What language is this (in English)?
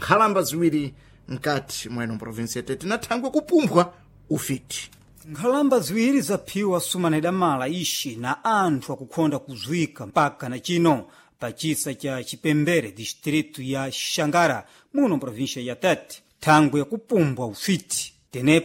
Sena